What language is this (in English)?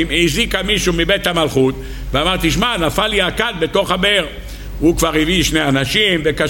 Hebrew